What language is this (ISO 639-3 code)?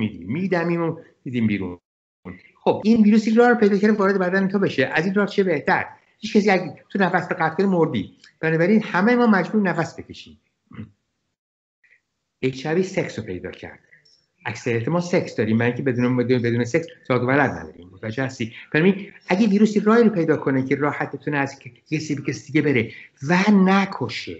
fas